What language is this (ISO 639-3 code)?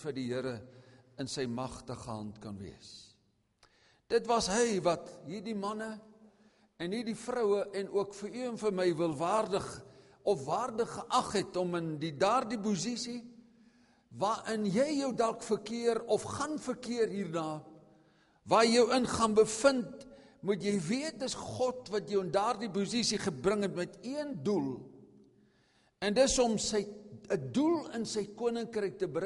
afr